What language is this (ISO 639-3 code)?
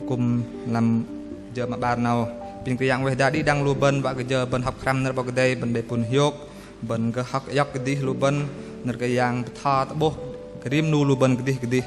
bdq